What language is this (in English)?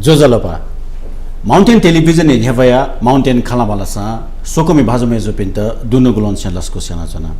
Newari